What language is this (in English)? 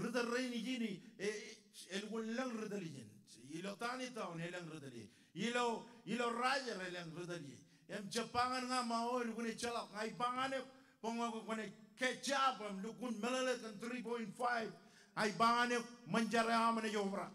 Marshallese